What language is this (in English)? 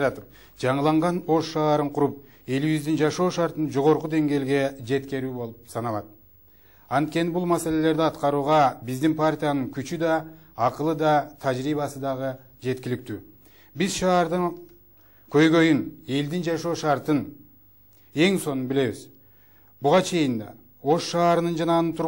Kyrgyz